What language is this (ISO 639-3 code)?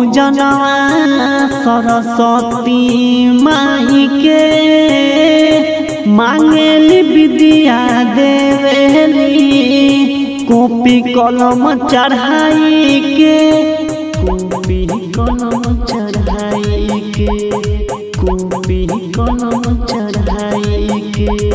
bho